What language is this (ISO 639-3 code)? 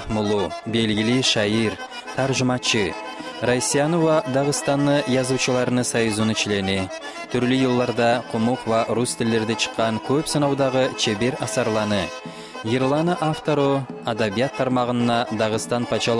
kum